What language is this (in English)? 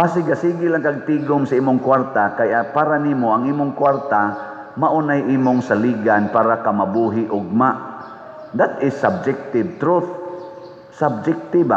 Cebuano